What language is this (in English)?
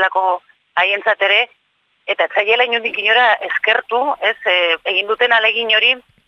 Basque